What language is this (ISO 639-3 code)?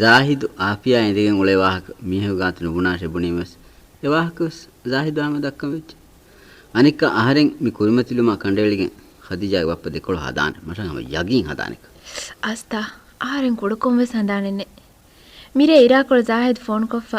div